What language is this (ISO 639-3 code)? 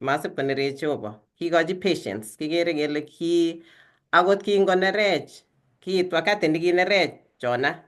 kln